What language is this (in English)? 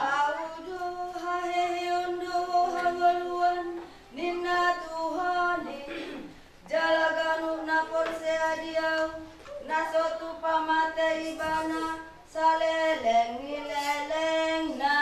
Batak Toba